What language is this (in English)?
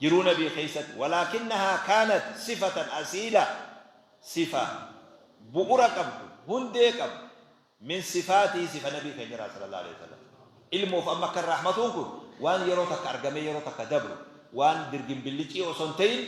Oromo